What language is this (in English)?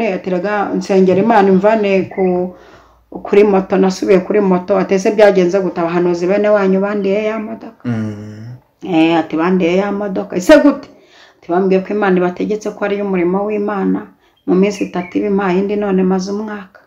Kinyarwanda